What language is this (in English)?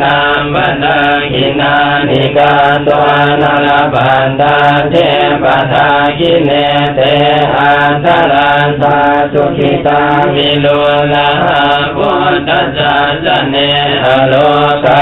Pali